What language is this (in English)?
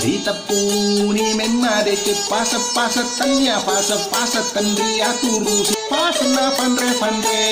Buginese